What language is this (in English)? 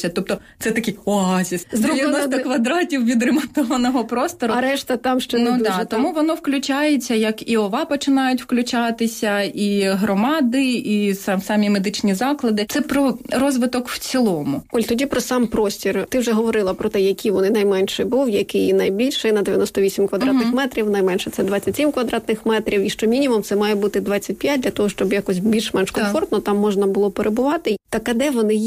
Ukrainian